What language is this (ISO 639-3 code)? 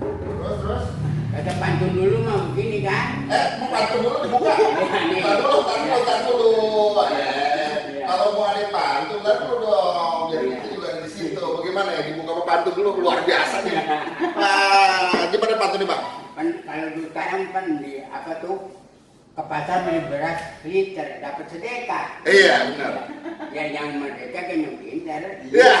bew